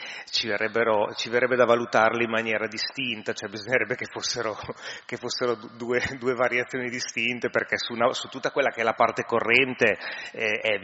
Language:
Italian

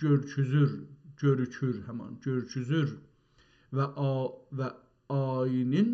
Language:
South Azerbaijani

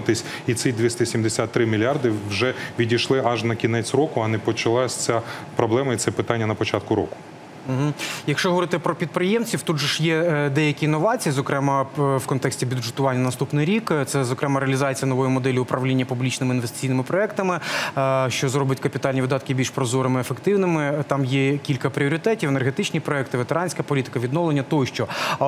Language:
Ukrainian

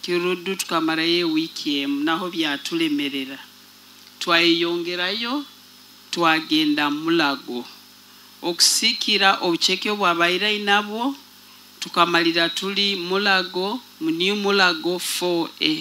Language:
Nyoro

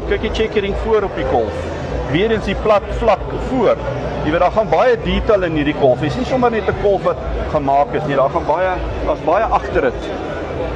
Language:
Afrikaans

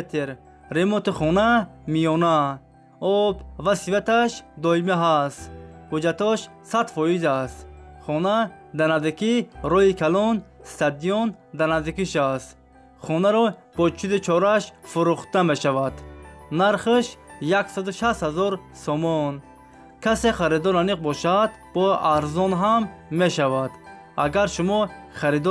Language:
Tajik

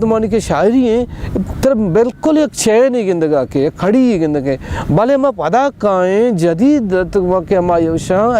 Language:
Baluchi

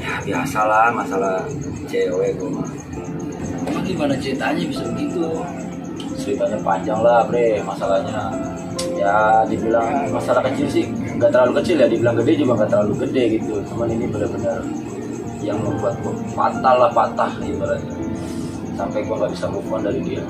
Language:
Betawi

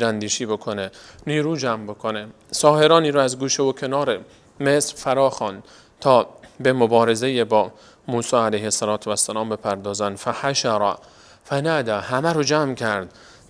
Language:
Persian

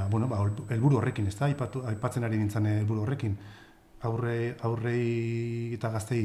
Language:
Basque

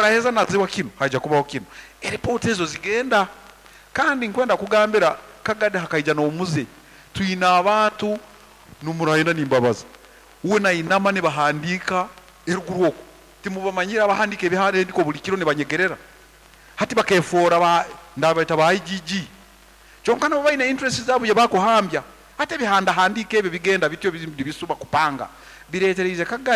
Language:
Nyankole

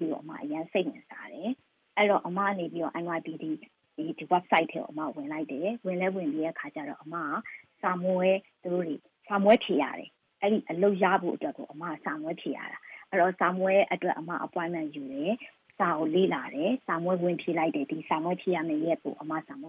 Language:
Burmese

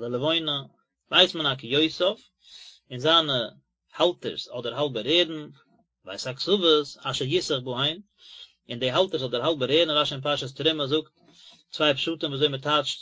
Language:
Yiddish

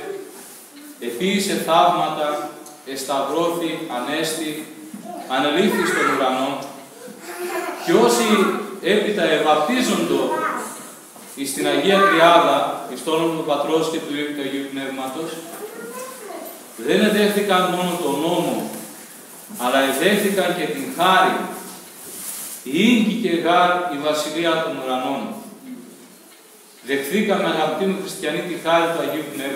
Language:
Greek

